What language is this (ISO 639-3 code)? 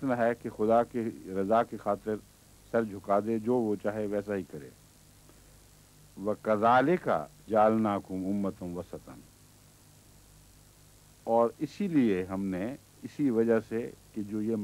urd